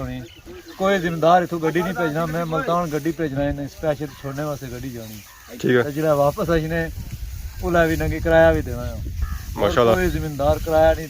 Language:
Pahari-Potwari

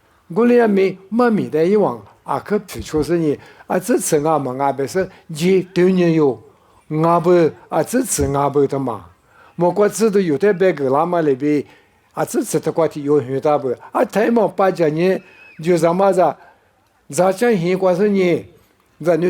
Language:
Lisu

